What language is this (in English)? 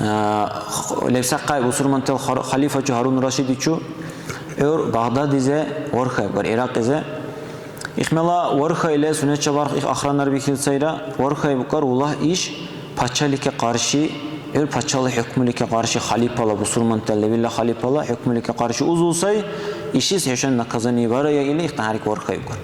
Dargwa